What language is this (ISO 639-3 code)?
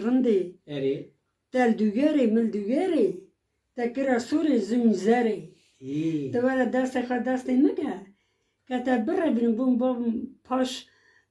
kur